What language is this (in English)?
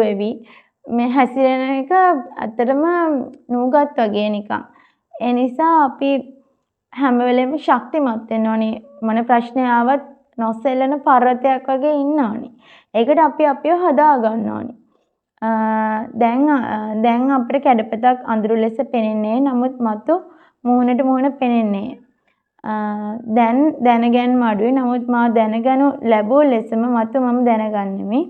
Sinhala